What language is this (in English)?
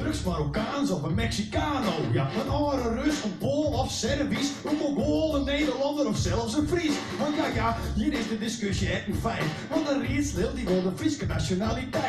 Western Frisian